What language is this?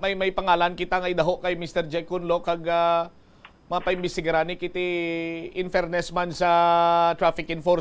Hiligaynon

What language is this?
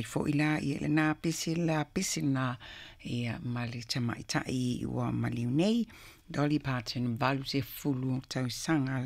Samoan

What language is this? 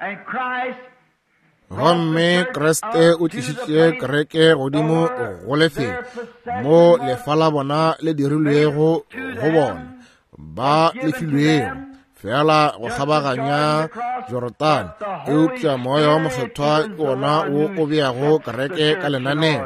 Northern Sotho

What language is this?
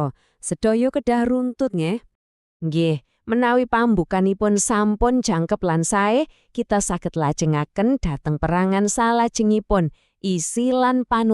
Javanese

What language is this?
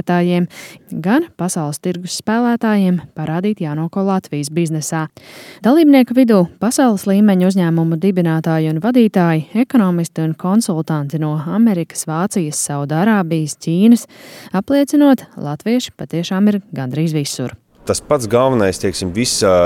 Latvian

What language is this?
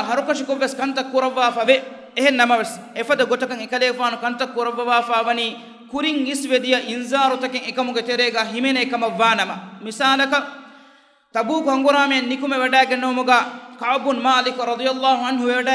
Divehi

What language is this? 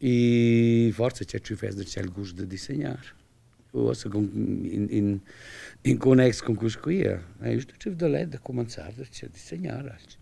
Romansh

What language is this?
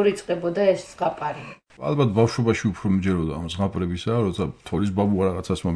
Georgian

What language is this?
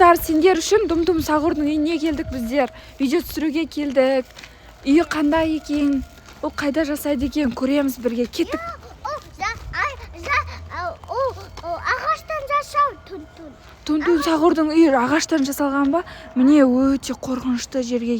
Kazakh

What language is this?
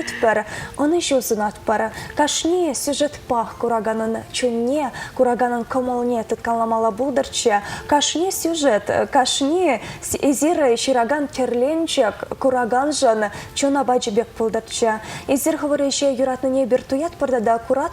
Chuvash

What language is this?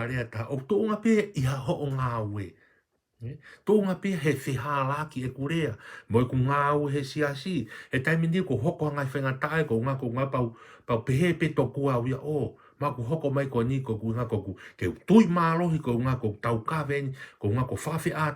Tongan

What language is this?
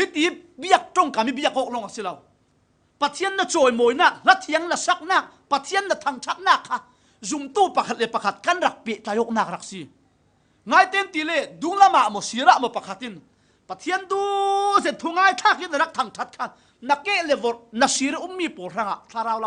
Falam Chin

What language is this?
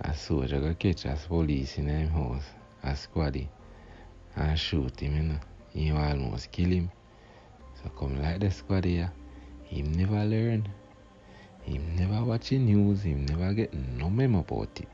Jamaican Creole English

